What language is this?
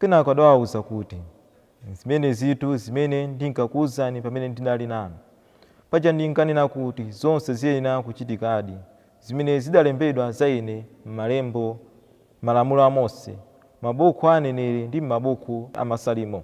Nyanja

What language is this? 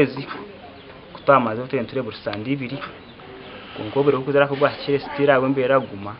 Nyankole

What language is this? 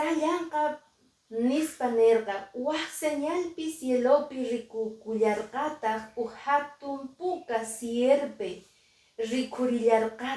Quechua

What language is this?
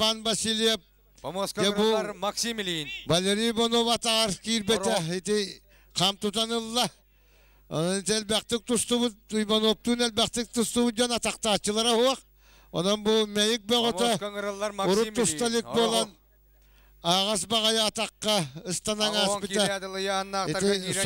Yakut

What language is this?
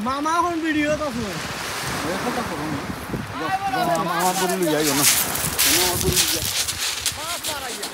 Sylheti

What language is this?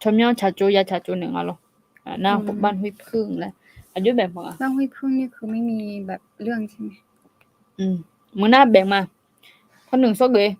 Akha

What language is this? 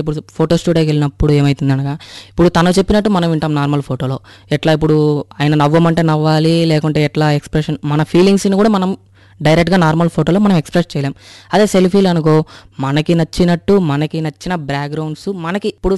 Telugu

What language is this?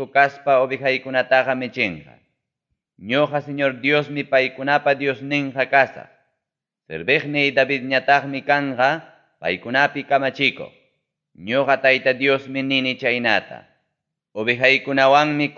Ayacucho Quechua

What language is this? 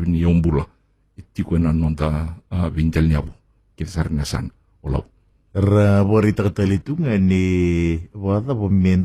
Fijian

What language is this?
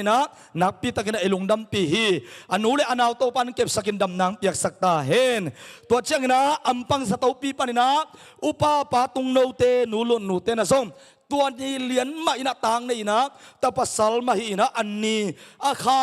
Tedim Chin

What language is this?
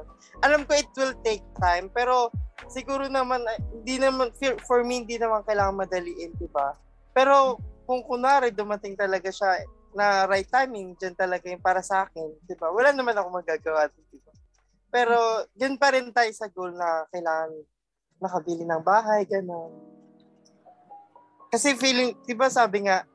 Filipino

